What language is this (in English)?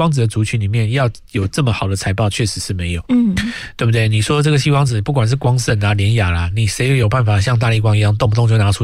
Chinese